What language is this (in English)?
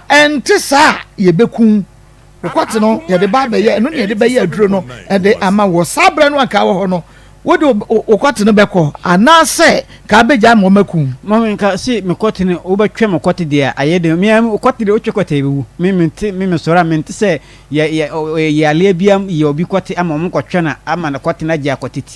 Akan